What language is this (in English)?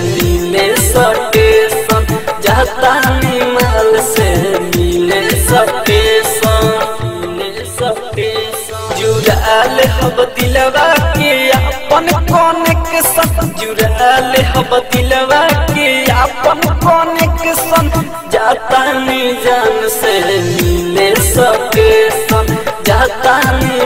Bhojpuri